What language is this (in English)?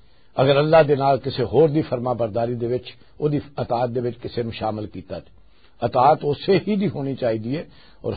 Western Panjabi